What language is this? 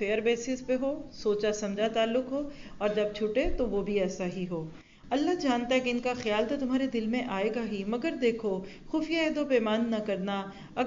Urdu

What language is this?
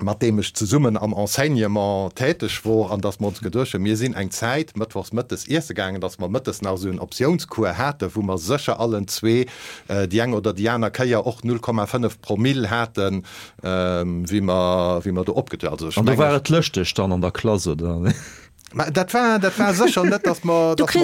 Luxembourgish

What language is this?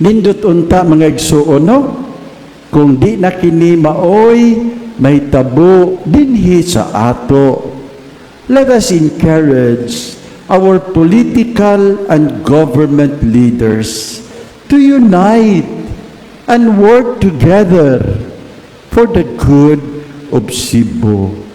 Cebuano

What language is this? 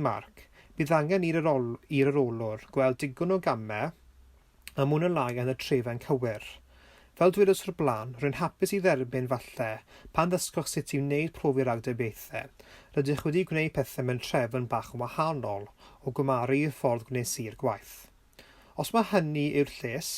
Welsh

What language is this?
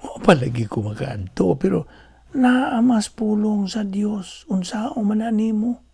Cebuano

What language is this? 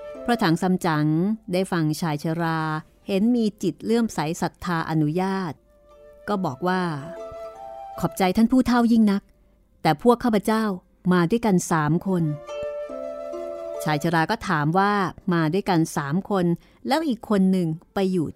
Thai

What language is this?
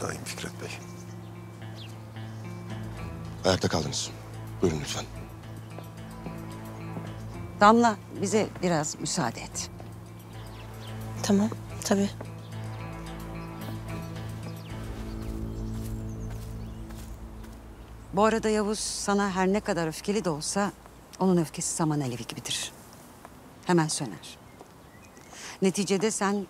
Turkish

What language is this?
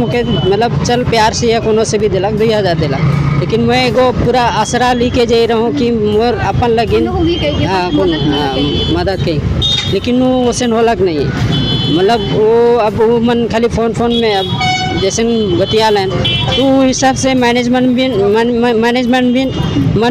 Sadri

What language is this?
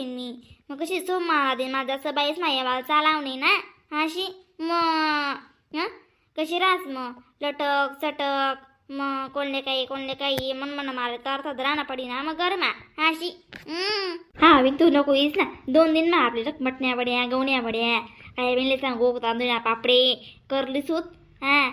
Khandesi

